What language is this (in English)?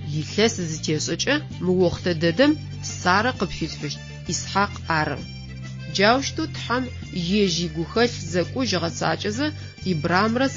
Adyghe